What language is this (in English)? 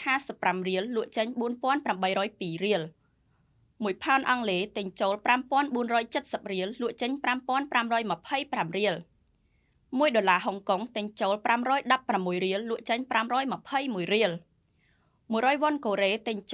Khmer